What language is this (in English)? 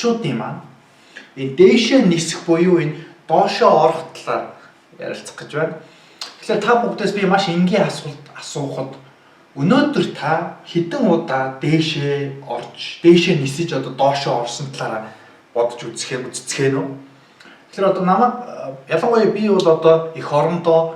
Mongolian